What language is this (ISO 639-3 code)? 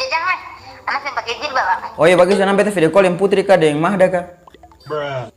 abs